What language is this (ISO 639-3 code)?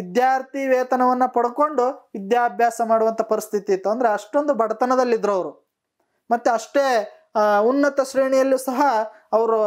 kan